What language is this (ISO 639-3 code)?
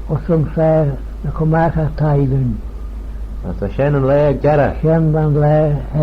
glv